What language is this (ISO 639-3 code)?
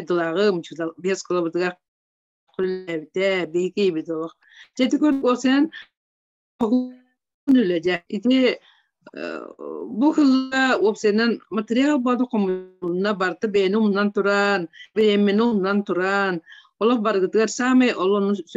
sah